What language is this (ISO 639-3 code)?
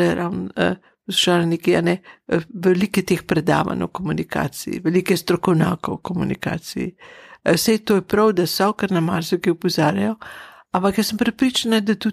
slv